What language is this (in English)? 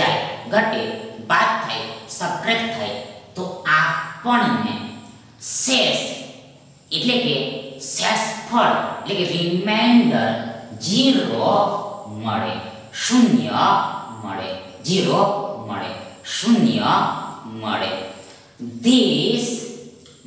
Gujarati